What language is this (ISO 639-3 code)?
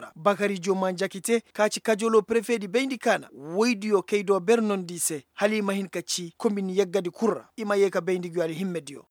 ses